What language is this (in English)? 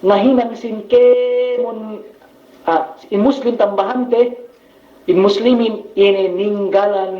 Yakan